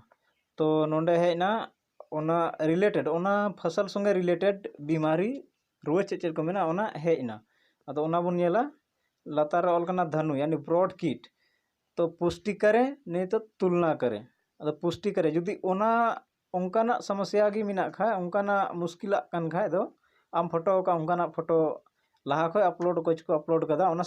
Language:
Santali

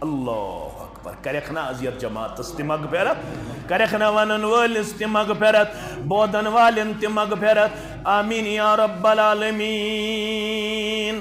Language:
Kashmiri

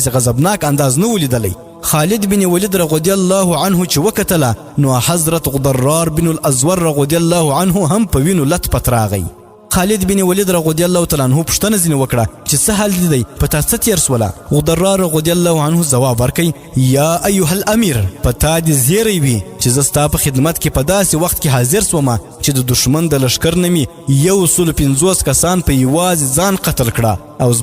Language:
Pashto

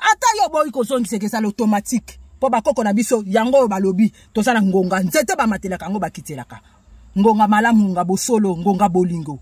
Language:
Lingala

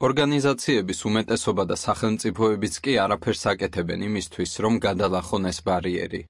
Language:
Georgian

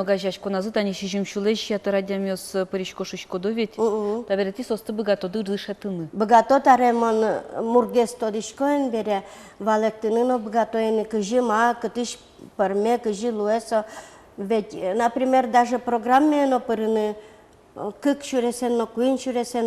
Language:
Udmurt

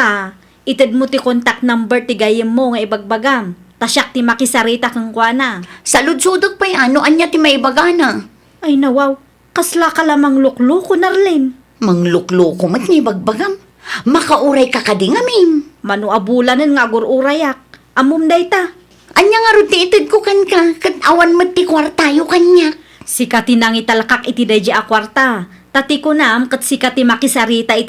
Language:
Iloko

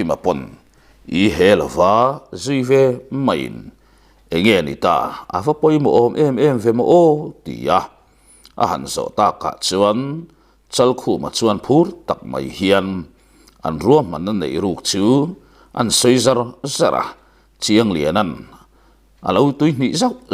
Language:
Mizo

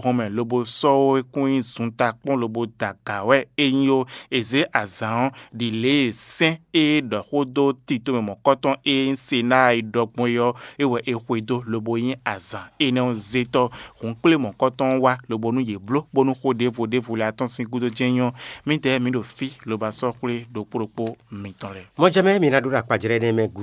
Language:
Fon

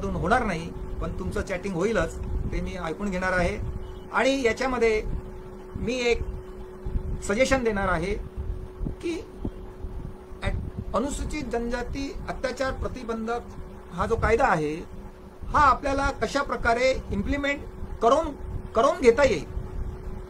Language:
Marathi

